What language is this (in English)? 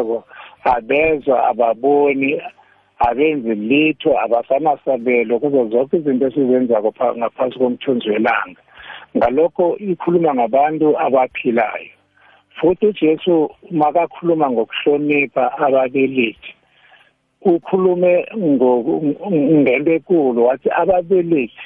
South Ndebele